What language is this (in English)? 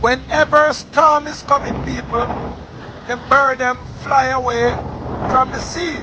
Jamaican Creole English